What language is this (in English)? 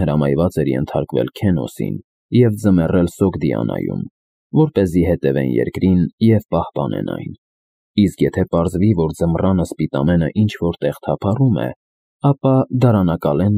Armenian